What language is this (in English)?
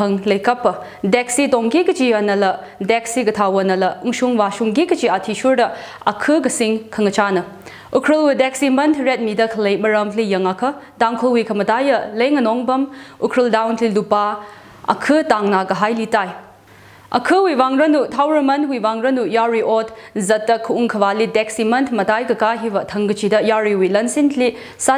Tangkhul Naga (India)